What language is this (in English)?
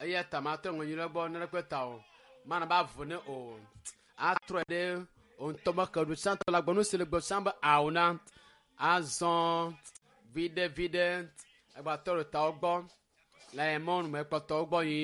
Ewe